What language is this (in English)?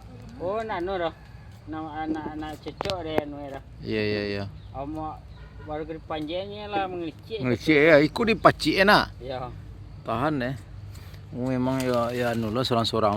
Minangkabau